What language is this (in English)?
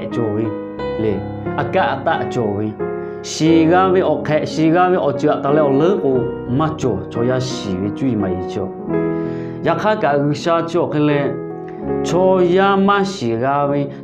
Lahu